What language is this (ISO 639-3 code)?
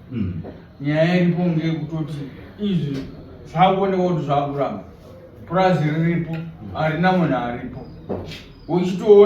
sna